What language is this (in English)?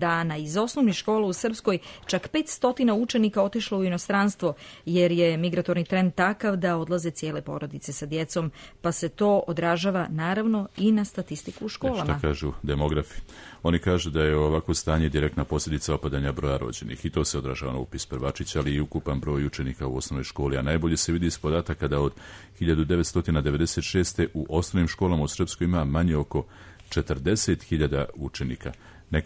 Serbian